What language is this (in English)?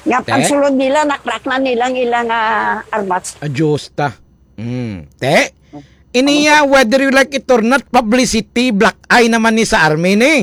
Hiligaynon